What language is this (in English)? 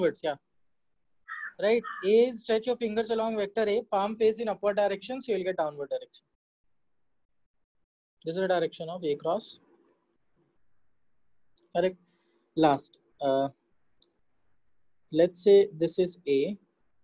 English